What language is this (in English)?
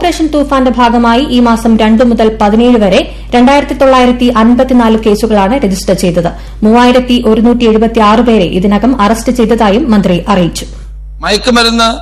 Malayalam